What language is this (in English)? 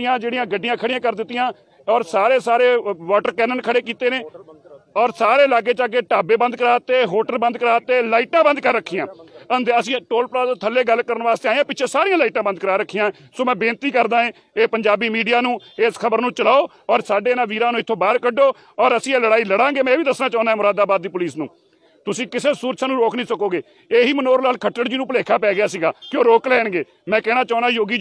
Punjabi